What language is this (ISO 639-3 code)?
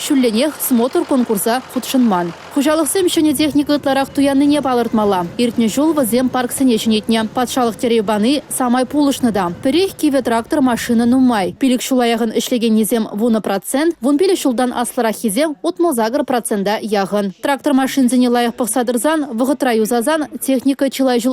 chv